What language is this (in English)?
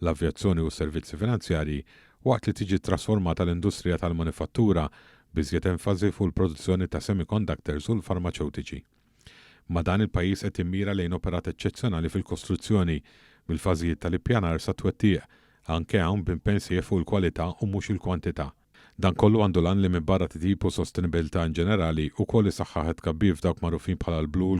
Maltese